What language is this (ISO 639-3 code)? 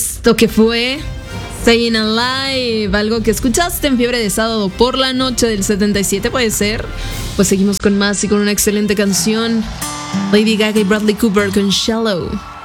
spa